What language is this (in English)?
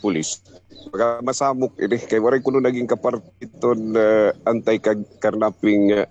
Waray